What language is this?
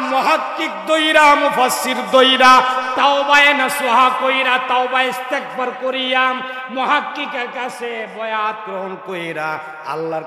Sylheti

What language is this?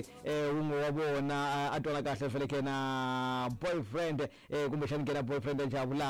Tsonga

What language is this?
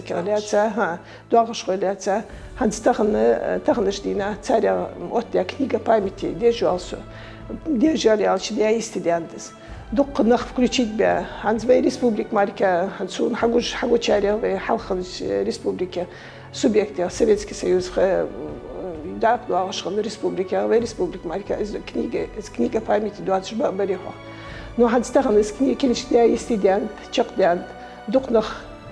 Ingush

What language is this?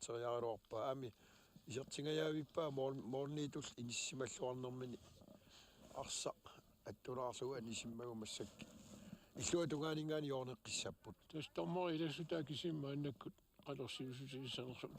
Kalaallisut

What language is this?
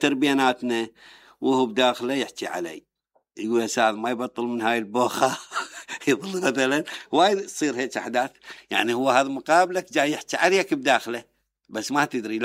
Mesopotamian Arabic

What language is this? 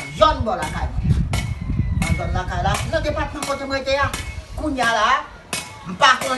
Haitian Creole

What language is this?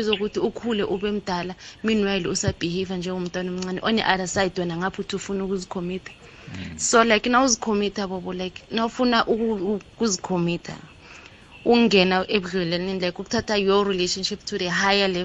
South Ndebele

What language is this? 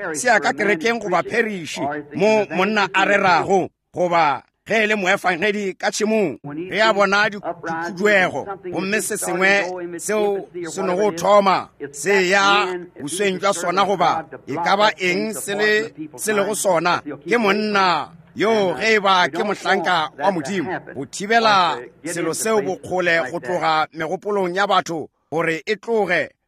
Northern Sotho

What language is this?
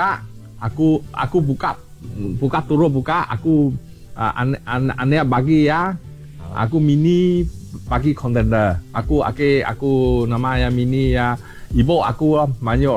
Iban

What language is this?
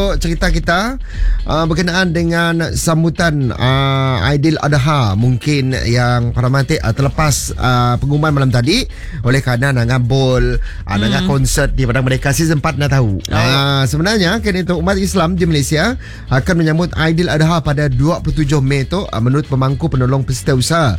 Malay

